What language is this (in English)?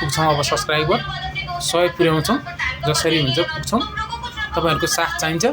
Nepali